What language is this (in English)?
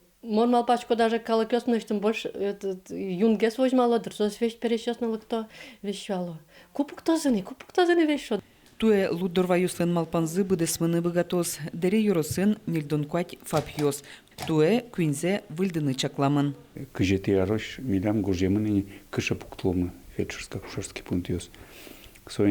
Udmurt